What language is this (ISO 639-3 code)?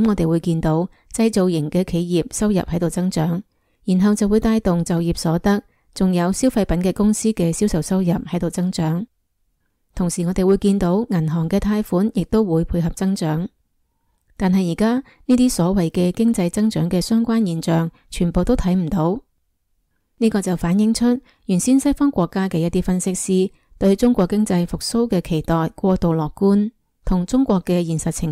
yue